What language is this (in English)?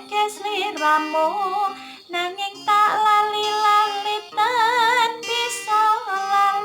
Javanese